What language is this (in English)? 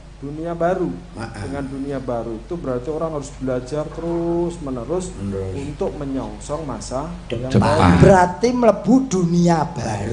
Javanese